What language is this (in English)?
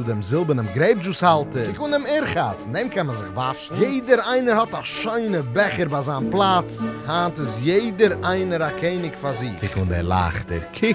Yiddish